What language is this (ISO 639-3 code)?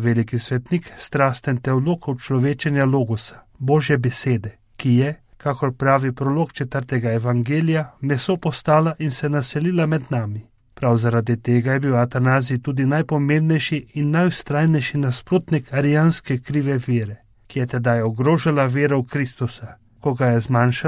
slv